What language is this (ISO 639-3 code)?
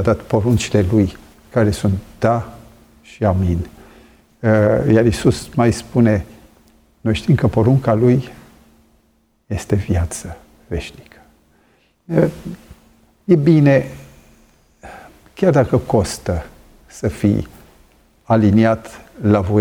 ron